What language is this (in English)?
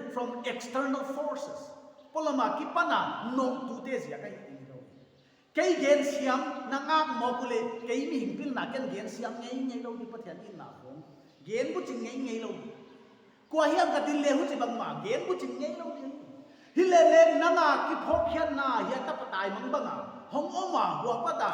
Paite Chin